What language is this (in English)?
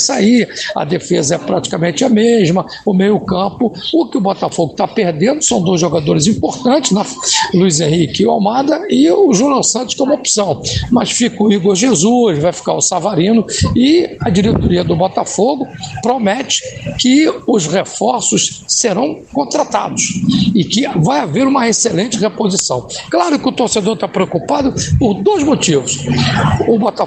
Portuguese